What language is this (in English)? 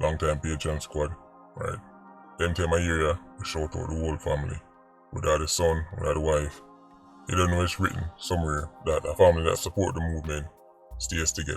Jamaican Creole English